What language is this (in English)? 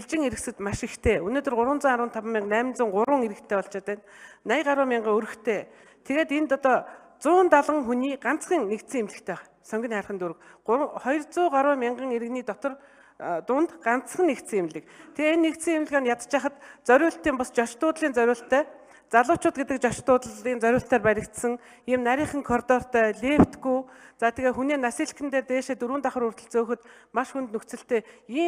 Mongolian